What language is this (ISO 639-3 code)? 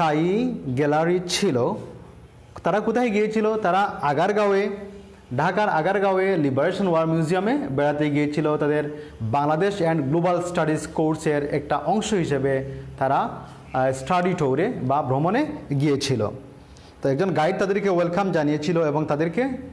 ben